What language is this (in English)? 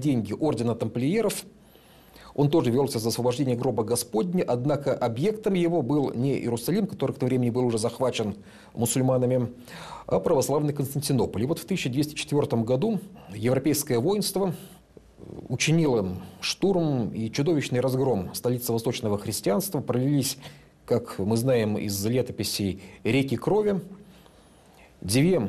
Russian